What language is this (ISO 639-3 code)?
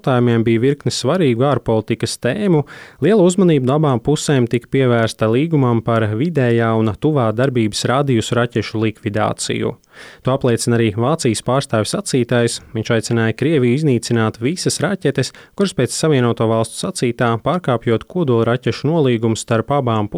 lav